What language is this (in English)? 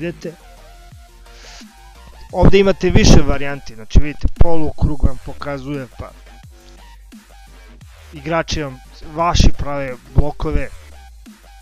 Serbian